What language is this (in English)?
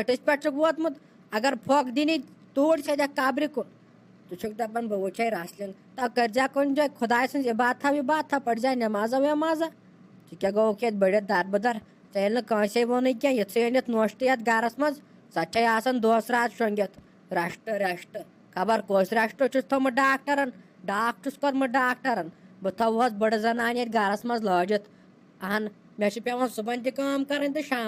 Kashmiri